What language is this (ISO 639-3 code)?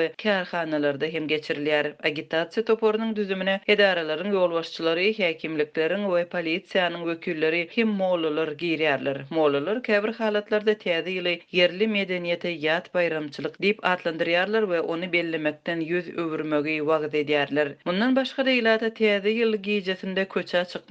tuk